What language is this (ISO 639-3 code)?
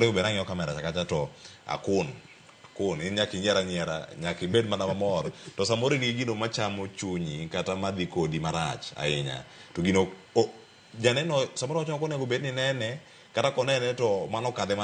luo